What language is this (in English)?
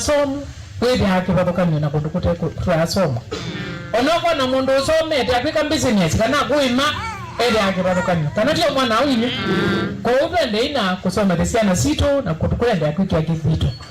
Kamba